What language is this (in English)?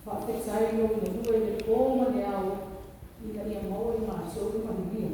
Samoan